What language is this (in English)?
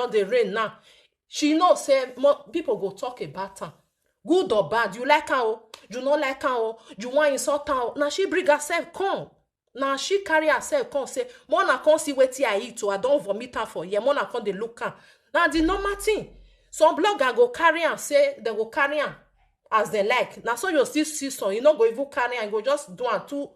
Nigerian Pidgin